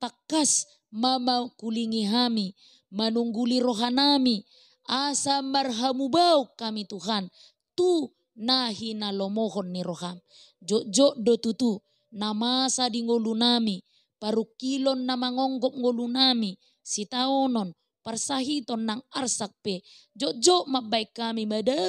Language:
Batak Toba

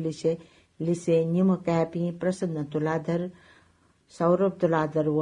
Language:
Newari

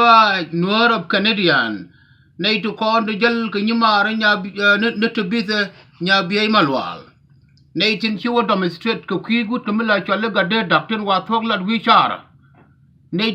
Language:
Nuer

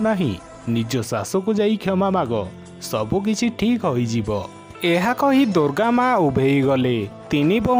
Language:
Odia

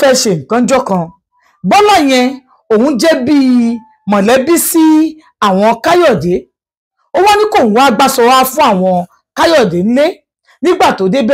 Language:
Yoruba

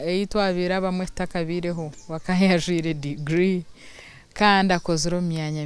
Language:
Nyankole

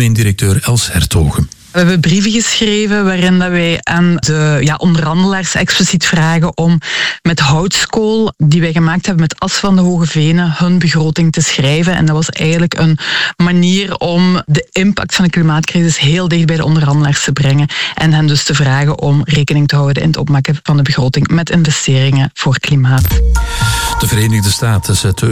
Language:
Dutch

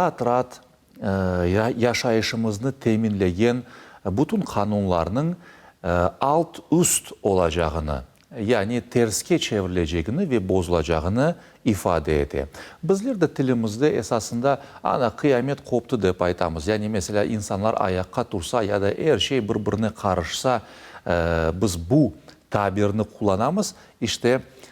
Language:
Crimean Tatar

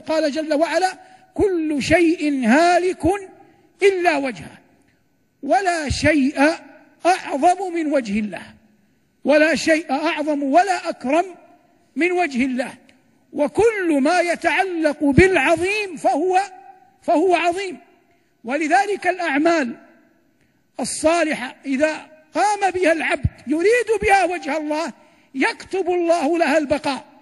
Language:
Arabic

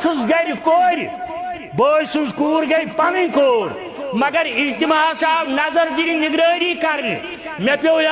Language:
Kashmiri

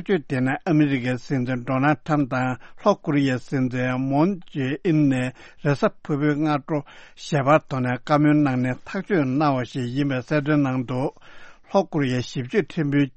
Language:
Tibetan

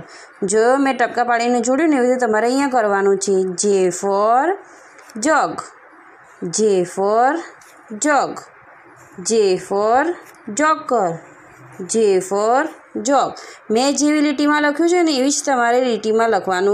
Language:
Gujarati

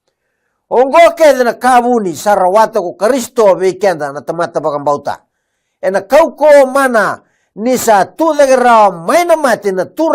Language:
Fijian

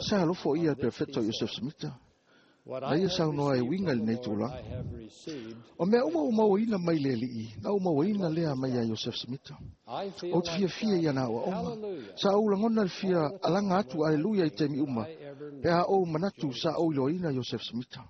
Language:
Samoan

